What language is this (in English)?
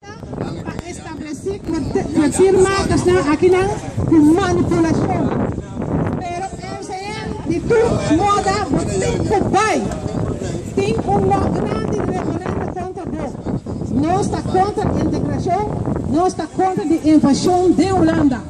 Papiamento